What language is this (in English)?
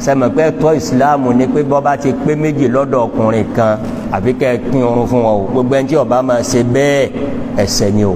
Yoruba